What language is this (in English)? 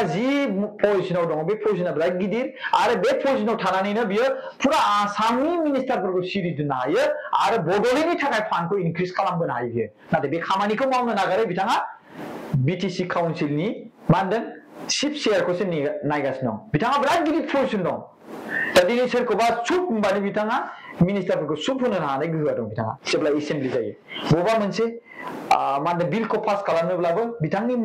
Bodo